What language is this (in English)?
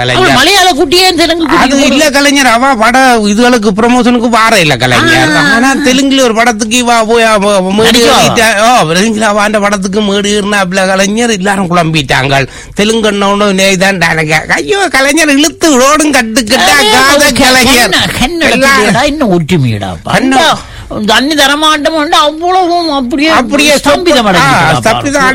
Tamil